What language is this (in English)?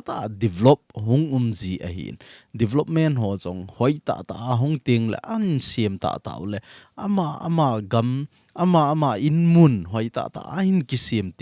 Thado Chin